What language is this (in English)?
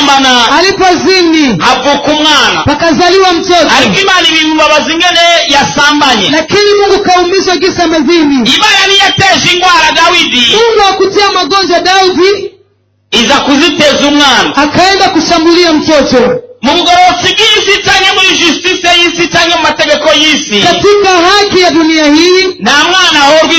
Rundi